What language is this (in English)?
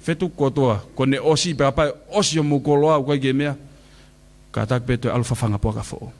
Tongan